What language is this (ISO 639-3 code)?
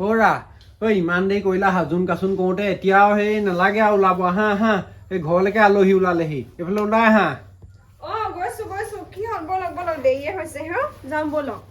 asm